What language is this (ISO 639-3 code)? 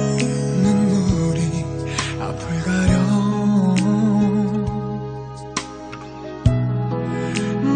kor